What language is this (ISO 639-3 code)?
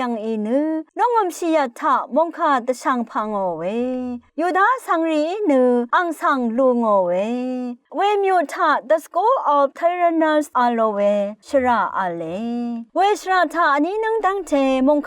raw